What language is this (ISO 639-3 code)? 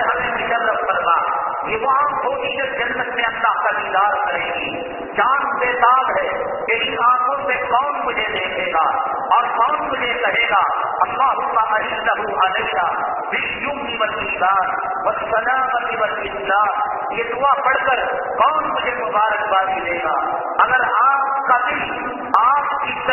urd